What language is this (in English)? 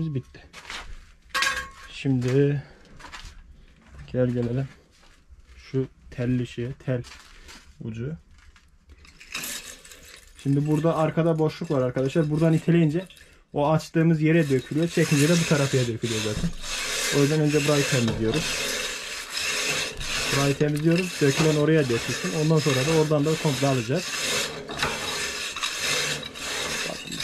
Turkish